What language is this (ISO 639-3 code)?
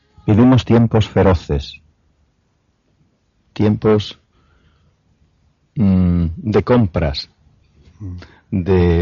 spa